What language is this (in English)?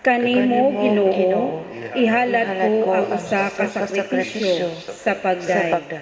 Cebuano